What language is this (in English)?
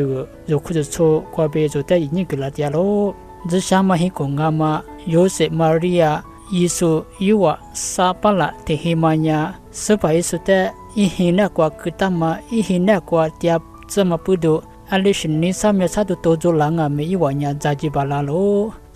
Lisu